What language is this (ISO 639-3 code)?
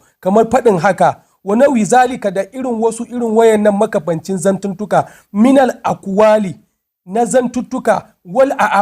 hau